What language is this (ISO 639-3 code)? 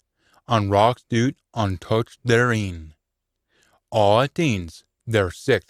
sco